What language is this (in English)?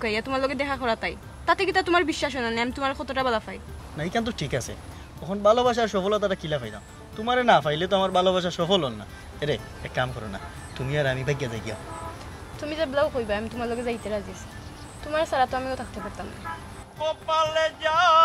Sylheti